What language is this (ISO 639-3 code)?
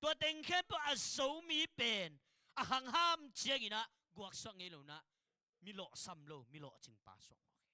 ctd